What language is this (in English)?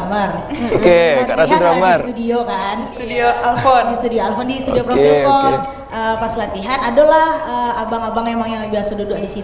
Minangkabau